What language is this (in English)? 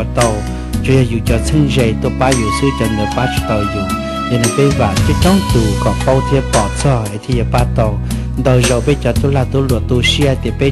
Hmong